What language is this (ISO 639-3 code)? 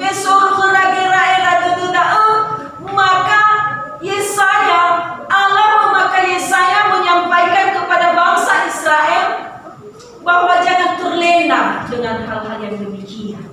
nia